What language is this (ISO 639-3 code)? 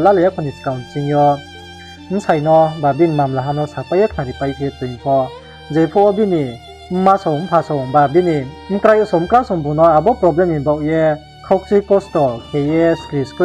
ria